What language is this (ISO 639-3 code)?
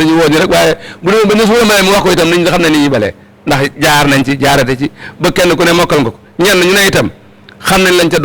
wol